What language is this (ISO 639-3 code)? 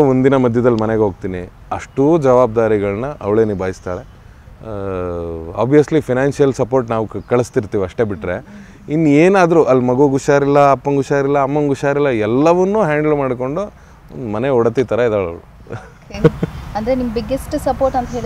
kan